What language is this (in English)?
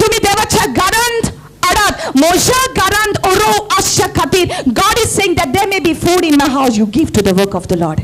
Konkani